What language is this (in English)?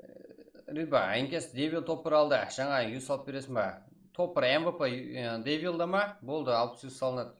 Kara-Kalpak